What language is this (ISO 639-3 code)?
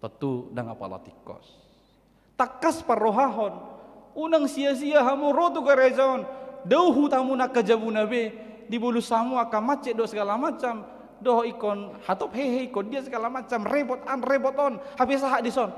bbc